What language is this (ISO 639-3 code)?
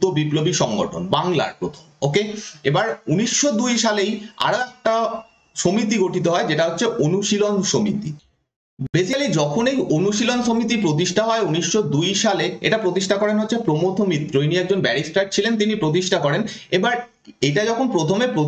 ben